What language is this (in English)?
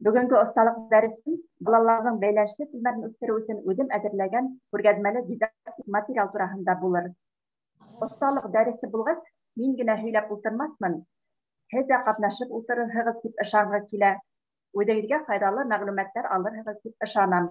Bashkir